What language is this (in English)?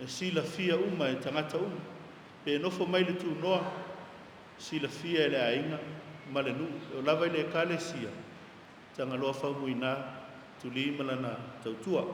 Samoan